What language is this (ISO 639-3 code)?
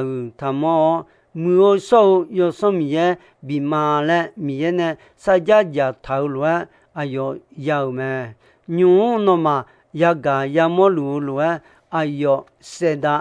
ahk